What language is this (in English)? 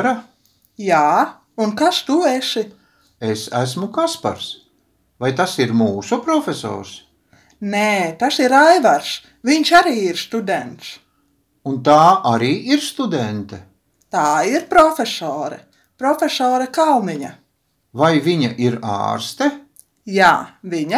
Latvian